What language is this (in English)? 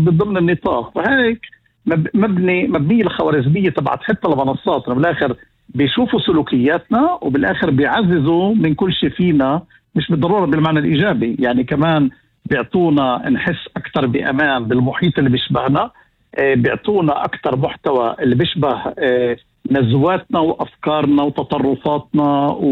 North Levantine Arabic